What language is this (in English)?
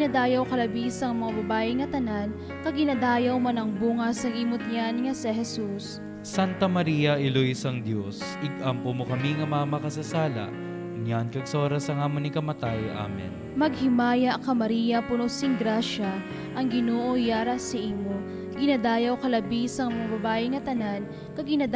Hiligaynon